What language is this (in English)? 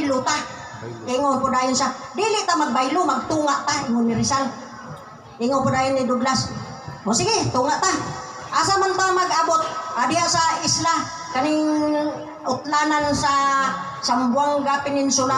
Cebuano